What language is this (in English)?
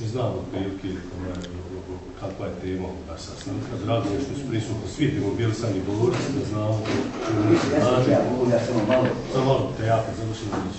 Bosnian